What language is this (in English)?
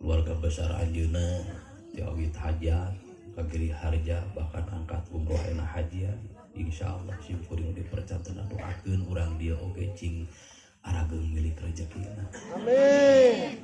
Sundanese